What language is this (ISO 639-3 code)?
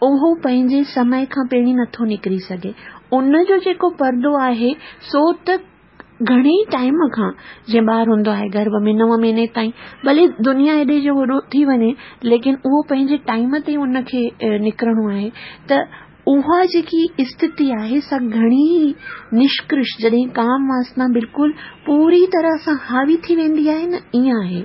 snd